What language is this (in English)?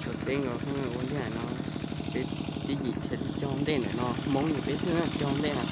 Hmong